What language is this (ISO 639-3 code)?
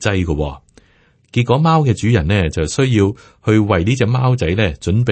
yue